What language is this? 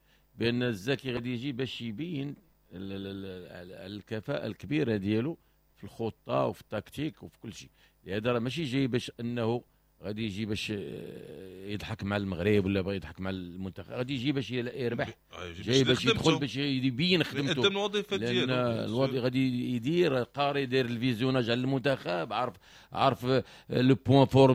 Moroccan Arabic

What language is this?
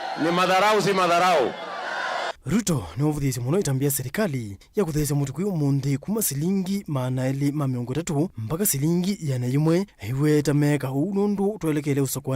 Kamba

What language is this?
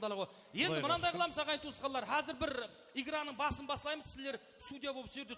Kara-Kalpak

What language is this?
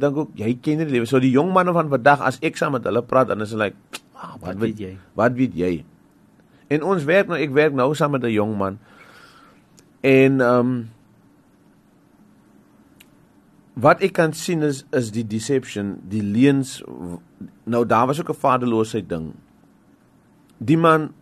Afrikaans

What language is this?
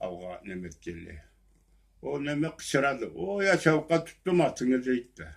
Karachay-Balkar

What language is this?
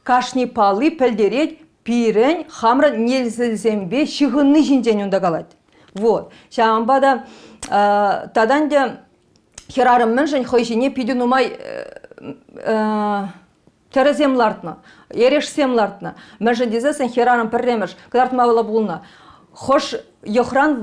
Chuvash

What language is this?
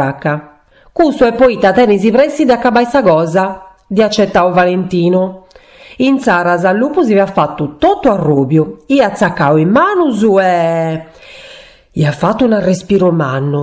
Sardinian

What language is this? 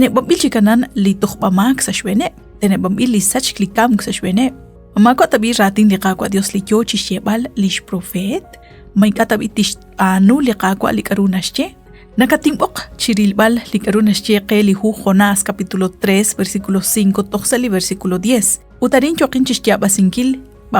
Kekchí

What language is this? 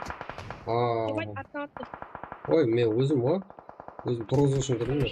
Kara-Kalpak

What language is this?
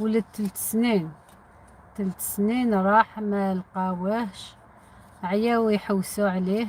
Algerian Arabic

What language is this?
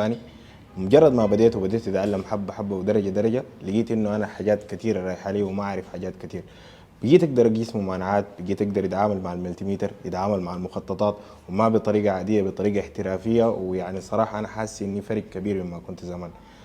Egyptian Arabic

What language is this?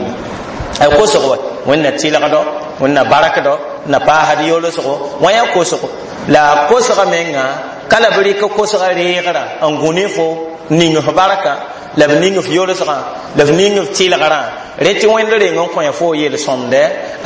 Mossi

